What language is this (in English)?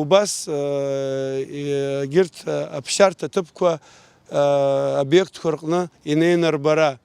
Abkhazian